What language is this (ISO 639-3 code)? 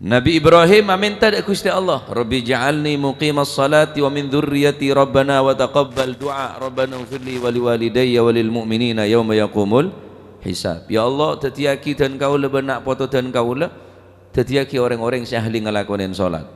mad